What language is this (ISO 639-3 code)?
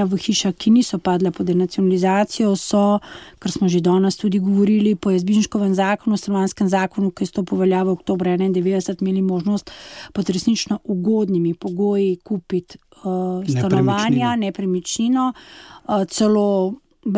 slv